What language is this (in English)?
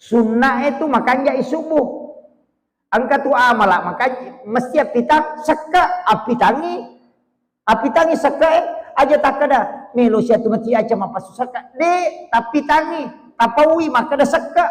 Buginese